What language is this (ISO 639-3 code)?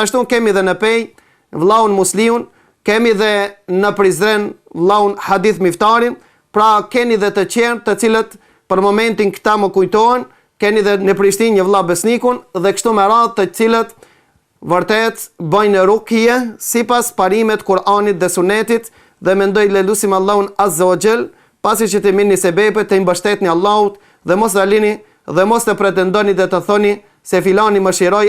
sqi